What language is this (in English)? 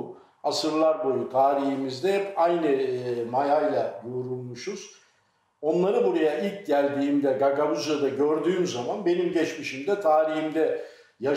Gagauz